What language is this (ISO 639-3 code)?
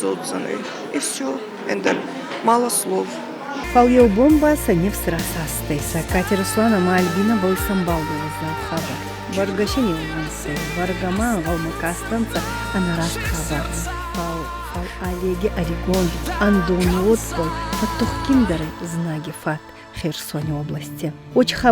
oss